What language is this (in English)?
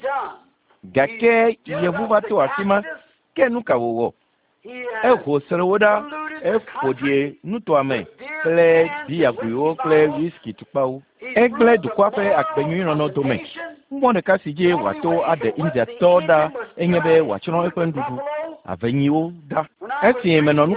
Ewe